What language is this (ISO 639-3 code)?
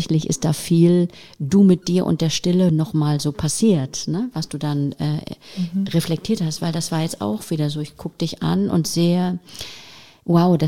deu